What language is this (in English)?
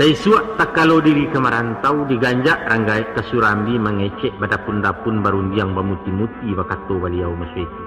Minangkabau